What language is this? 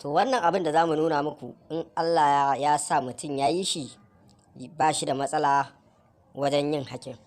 Hausa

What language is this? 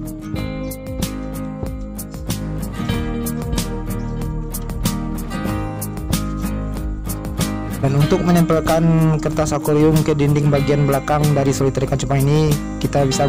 Indonesian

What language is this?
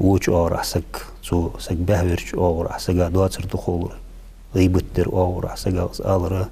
Ingush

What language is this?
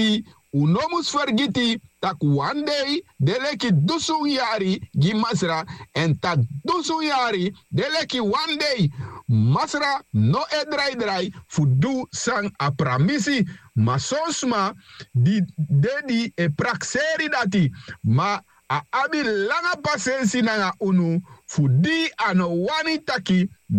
Sranan Tongo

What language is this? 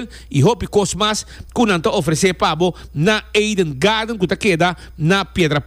Papiamento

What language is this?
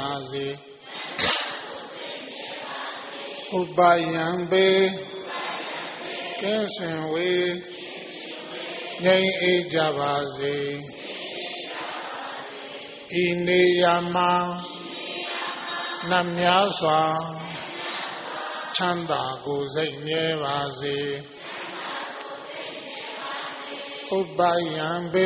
Burmese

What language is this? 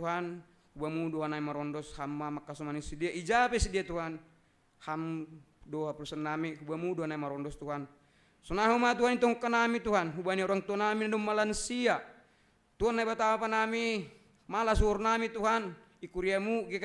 Batak Simalungun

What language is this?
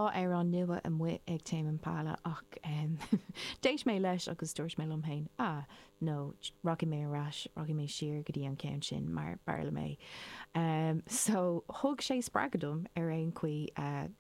Irish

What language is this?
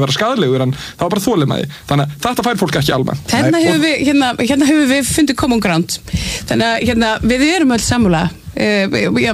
Icelandic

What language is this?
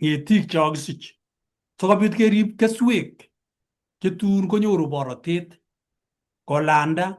Kalenjin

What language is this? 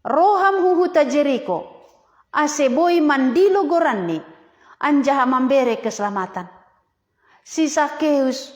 Batak Simalungun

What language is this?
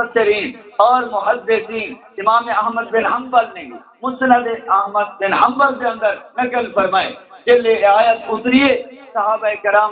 Saraiki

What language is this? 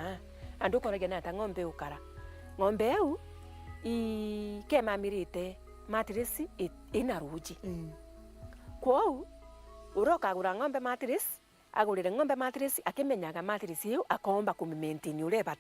Meru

